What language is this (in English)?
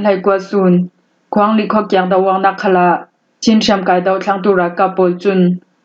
Falam Chin